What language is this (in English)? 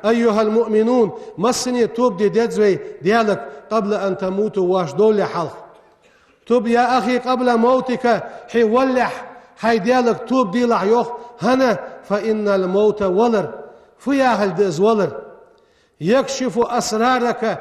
Ingush